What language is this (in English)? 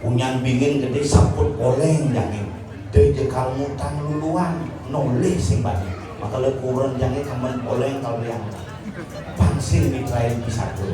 Balinese